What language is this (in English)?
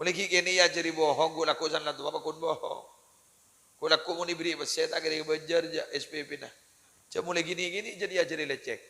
Madurese